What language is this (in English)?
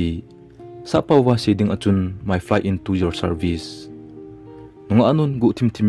Thado Chin